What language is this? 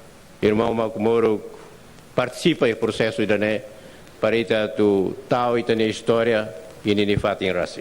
Tetum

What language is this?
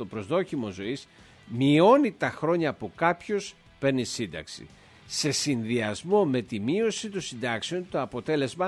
Greek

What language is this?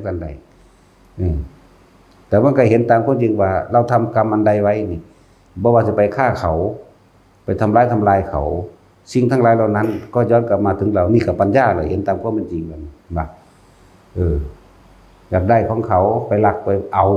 Northeastern Thai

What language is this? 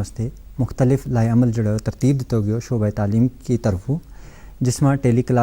Gujari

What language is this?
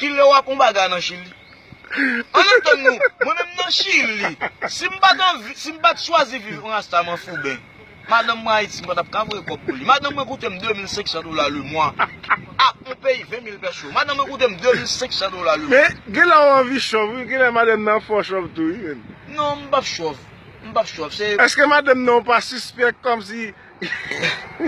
Haitian Creole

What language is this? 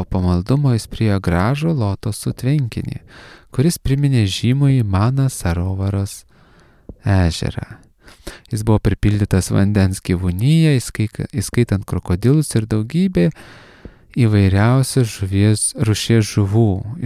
Lithuanian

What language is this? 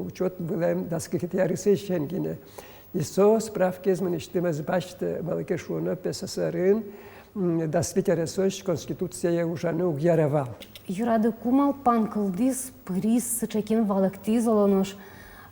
Udmurt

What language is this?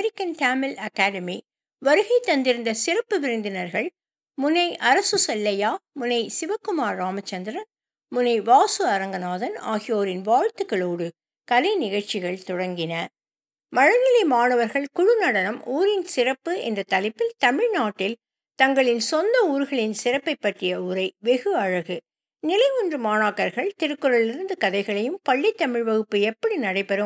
Tamil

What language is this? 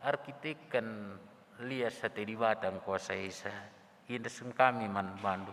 Batak Karo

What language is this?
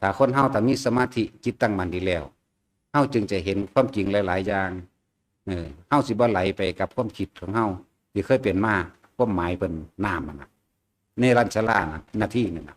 Northeastern Thai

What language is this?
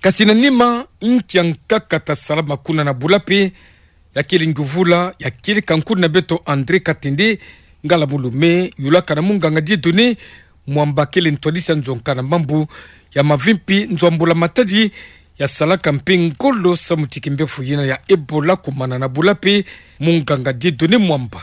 Kituba (Democratic Republic of Congo)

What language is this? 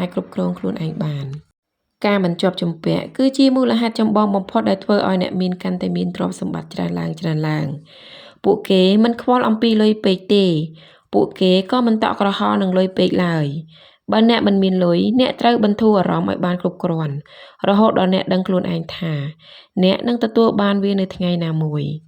Khmer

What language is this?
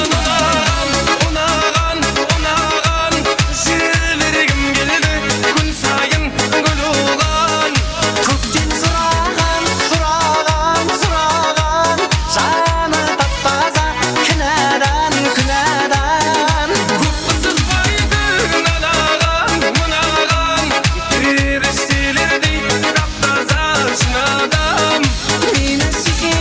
Kara-Kalpak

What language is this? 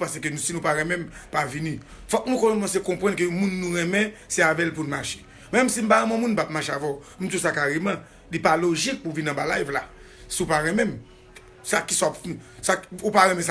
Haitian Creole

